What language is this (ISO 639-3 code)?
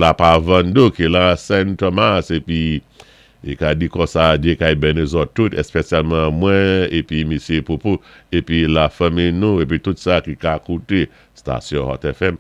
acf